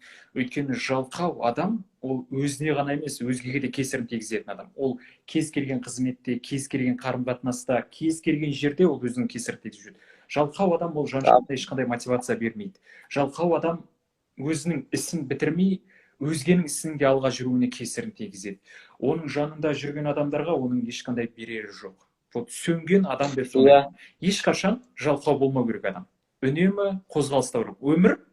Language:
Kazakh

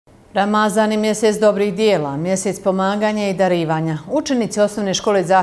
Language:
Bosnian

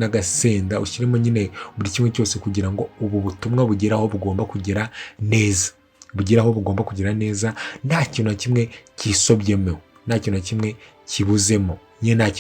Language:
Kinyarwanda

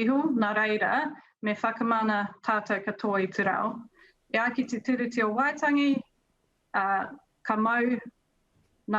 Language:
Māori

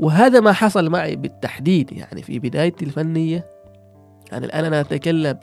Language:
Gulf Arabic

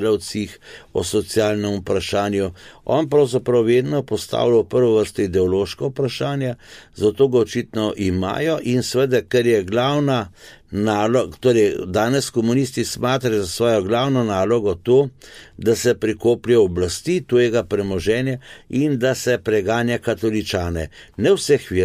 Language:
Slovenian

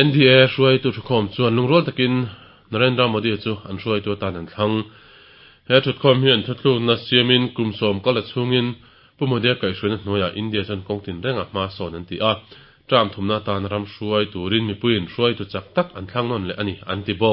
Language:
Mizo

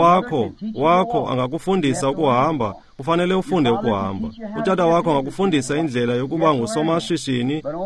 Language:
Xhosa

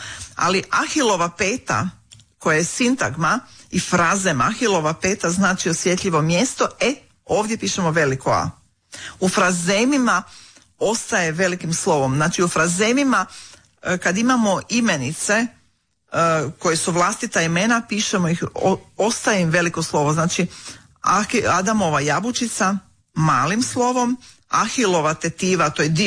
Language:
Croatian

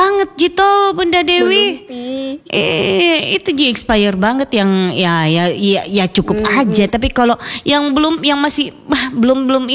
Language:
Indonesian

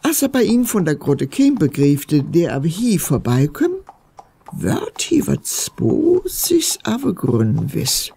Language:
Northern Frisian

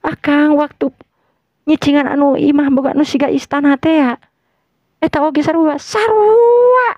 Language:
Sundanese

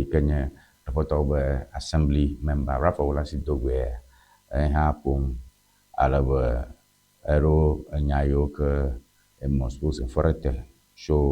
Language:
Ewe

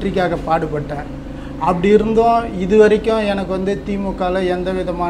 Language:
Tamil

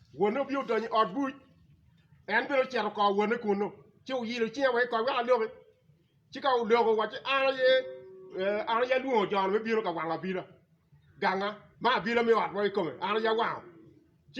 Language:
Acoli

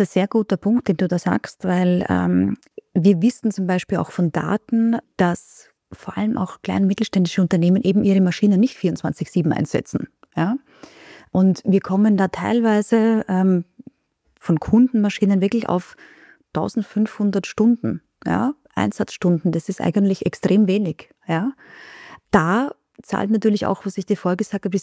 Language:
German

